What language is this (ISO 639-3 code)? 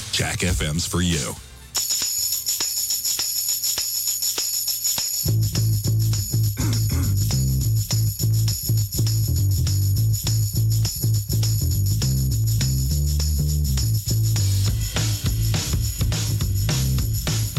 eng